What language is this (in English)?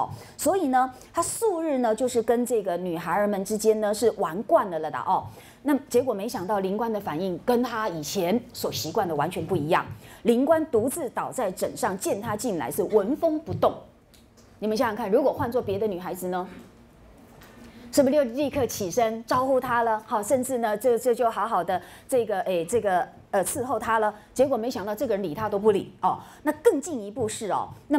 Chinese